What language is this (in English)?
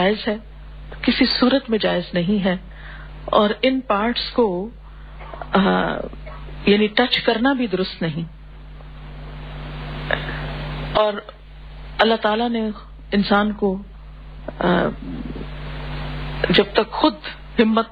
Urdu